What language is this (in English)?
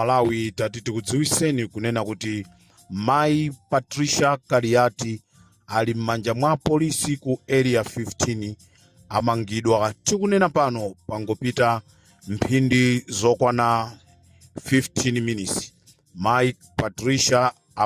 Nyanja